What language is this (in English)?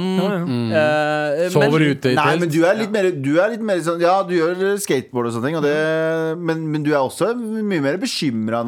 Norwegian